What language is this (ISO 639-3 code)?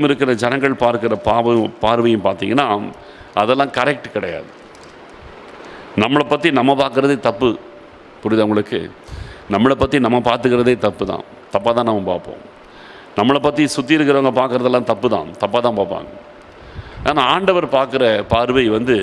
tam